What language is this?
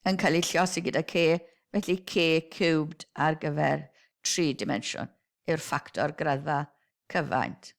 Welsh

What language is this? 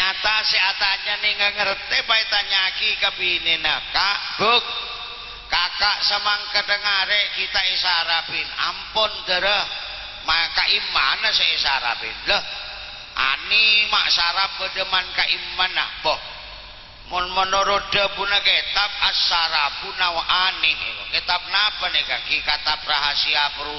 Madurese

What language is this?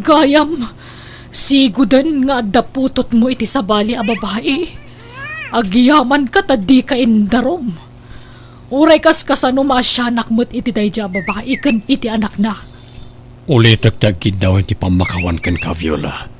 Iloko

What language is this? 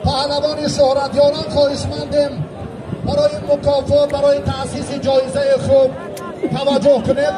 Tajik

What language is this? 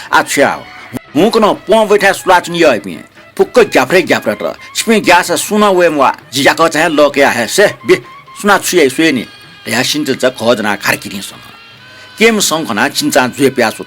Newari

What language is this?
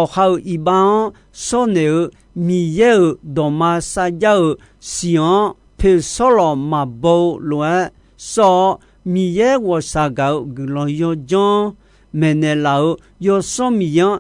Akha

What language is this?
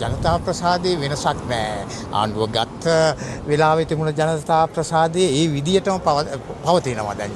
Sinhala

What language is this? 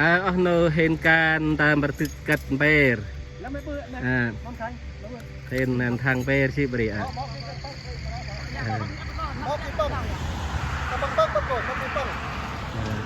Central Mnong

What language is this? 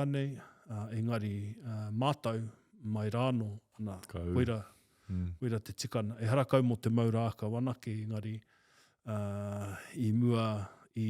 Māori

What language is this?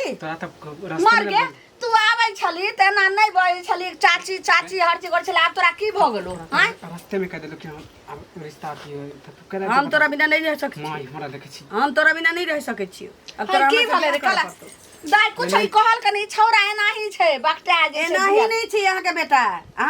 Maithili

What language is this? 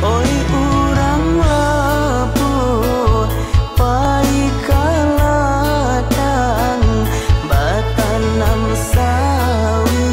Minangkabau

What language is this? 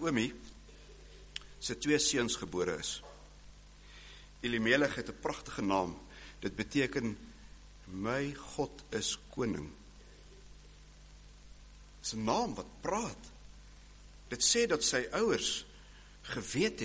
Afrikaans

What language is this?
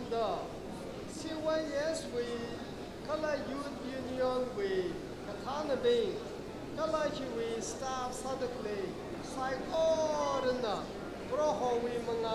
Tangkhul Naga (India)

